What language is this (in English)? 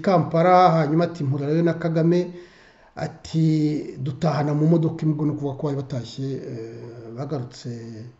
Kinyarwanda